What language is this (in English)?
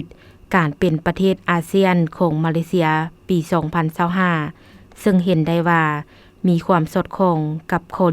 Lao